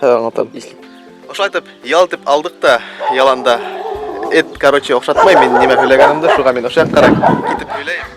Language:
Bashkir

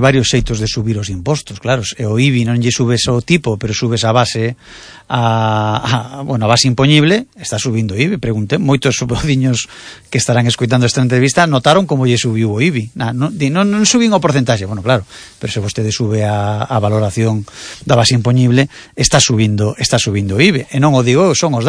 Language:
Galician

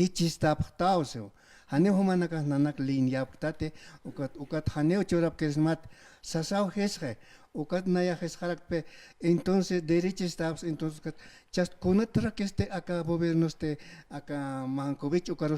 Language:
Aymara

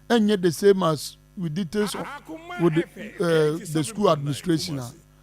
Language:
Akan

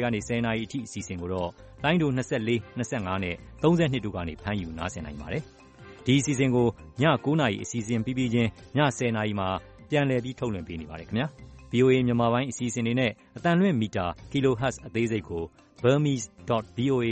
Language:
Burmese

